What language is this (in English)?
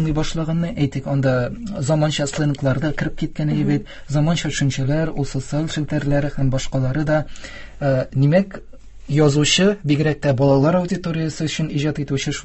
Tatar